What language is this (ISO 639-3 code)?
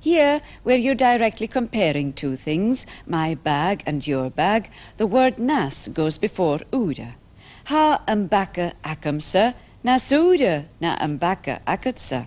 gla